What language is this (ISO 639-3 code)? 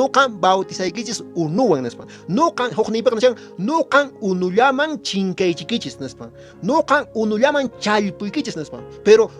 que